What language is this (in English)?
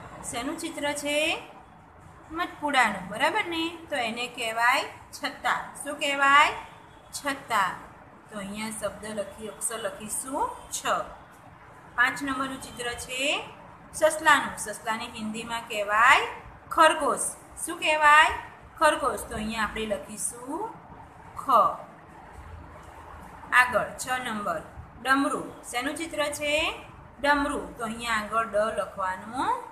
Gujarati